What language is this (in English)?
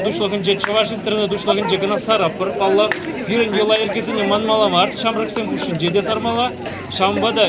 Chuvash